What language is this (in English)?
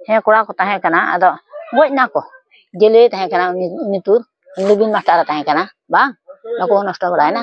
Santali